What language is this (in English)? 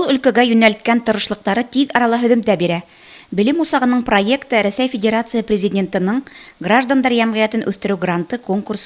Bashkir